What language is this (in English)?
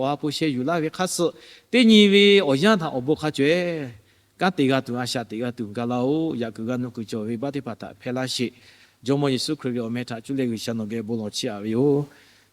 Lahu